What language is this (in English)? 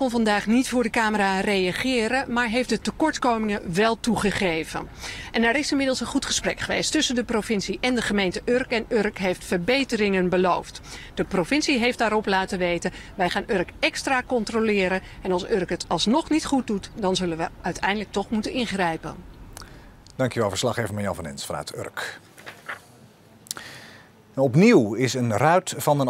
Dutch